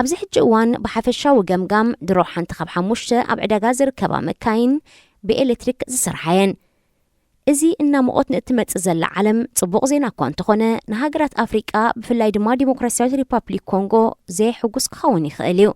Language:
Tigrinya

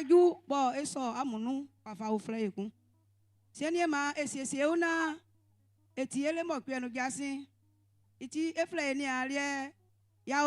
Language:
Baoulé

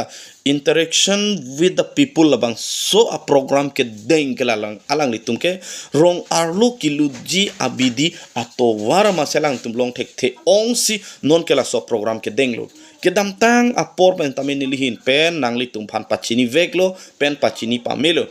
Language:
Karbi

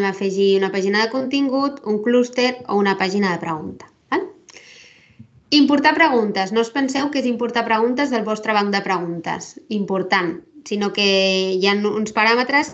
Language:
Catalan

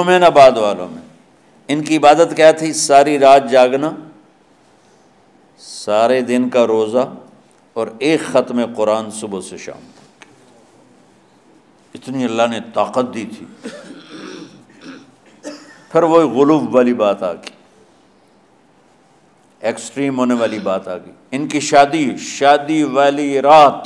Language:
Urdu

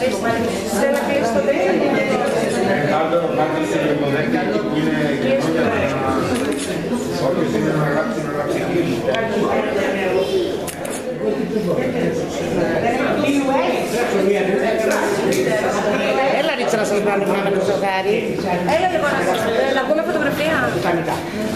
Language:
Greek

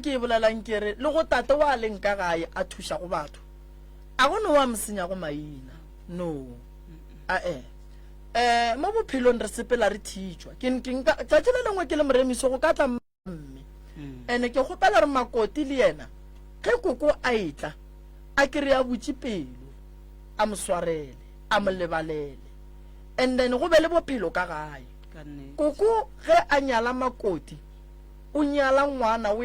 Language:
Northern Sotho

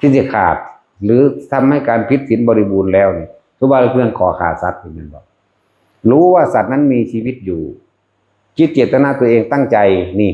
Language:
Northeastern Thai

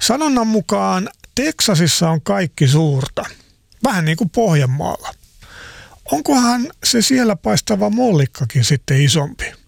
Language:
Finnish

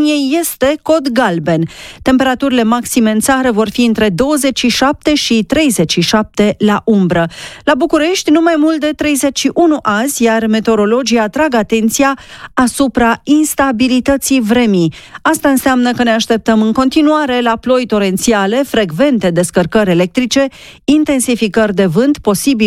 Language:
Romanian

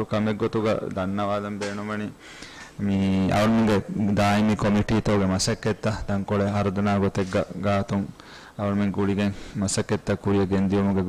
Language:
Divehi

